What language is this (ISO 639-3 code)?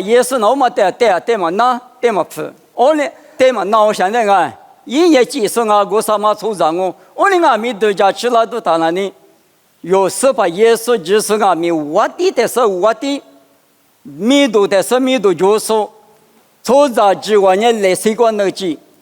lis